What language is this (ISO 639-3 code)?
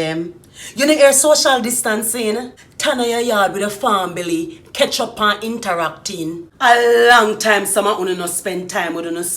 jam